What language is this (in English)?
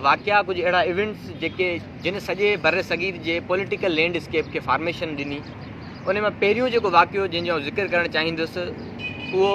Sindhi